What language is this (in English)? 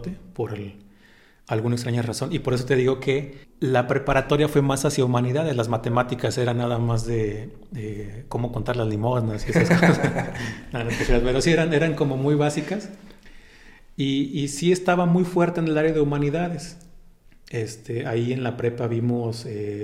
Spanish